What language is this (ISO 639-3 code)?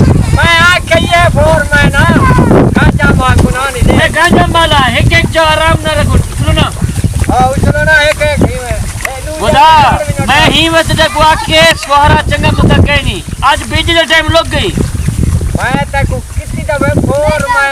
skr